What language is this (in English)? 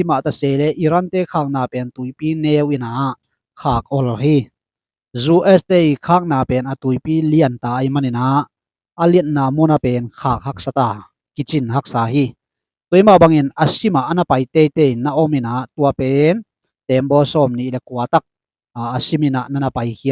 Tedim Chin